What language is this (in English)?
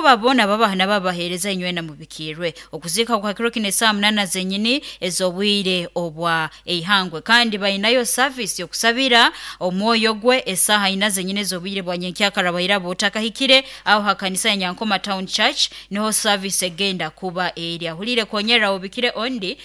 Nyoro